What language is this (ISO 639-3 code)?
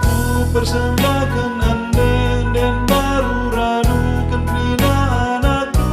btx